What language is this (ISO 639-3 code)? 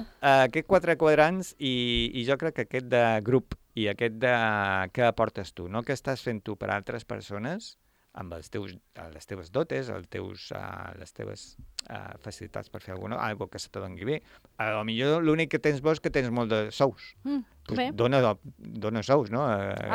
cat